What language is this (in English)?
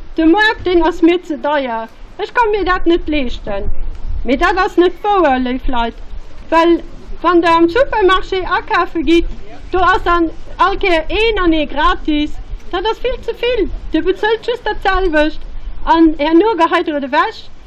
Luxembourgish